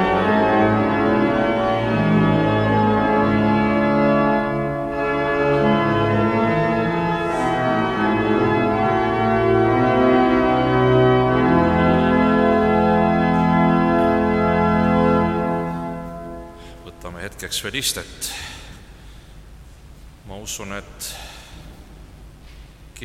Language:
Estonian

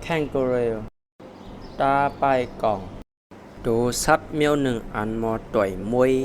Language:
Shan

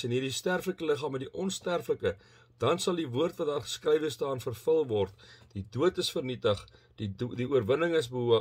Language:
Afrikaans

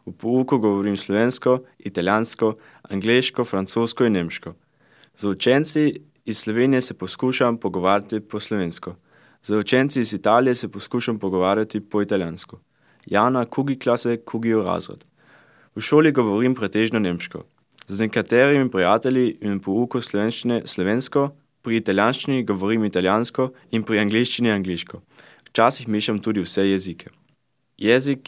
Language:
Slovenian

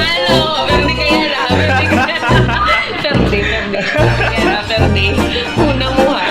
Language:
Waray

